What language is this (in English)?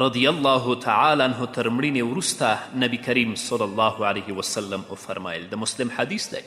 Pashto